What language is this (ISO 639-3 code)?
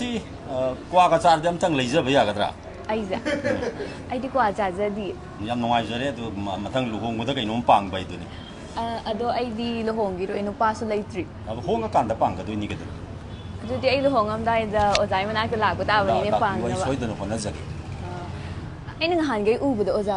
mni